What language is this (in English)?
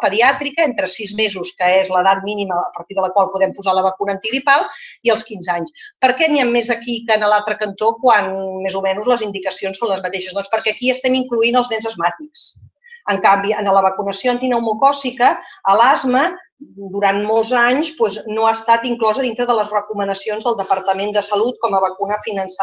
Catalan